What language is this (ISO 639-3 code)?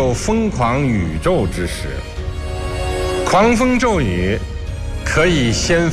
zho